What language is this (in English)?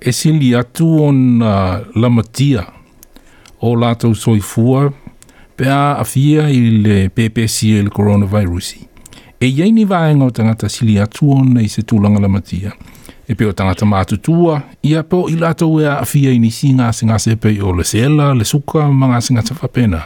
Samoan